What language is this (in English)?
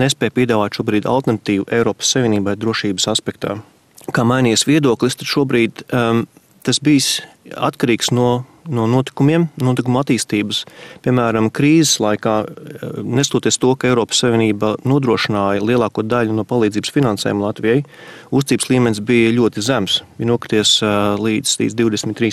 Latvian